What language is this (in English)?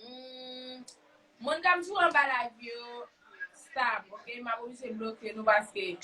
Haitian Creole